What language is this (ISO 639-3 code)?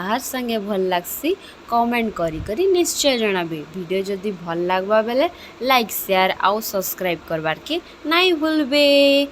ori